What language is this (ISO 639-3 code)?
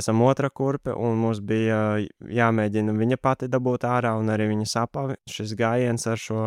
lav